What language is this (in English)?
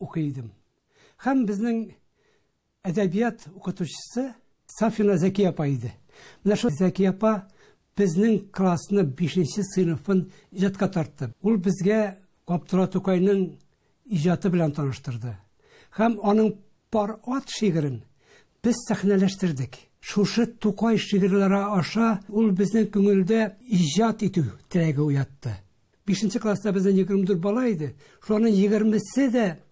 Tatar